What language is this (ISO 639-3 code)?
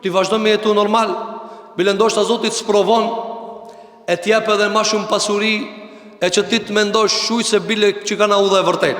sqi